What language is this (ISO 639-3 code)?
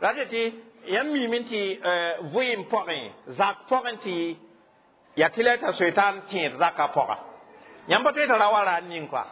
mos